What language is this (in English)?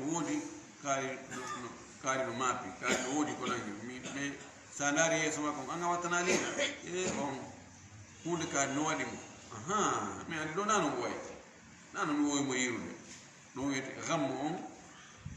Fula